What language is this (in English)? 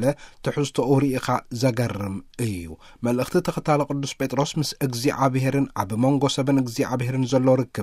Tigrinya